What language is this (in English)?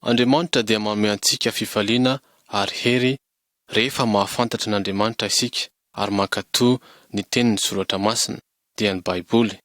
Malagasy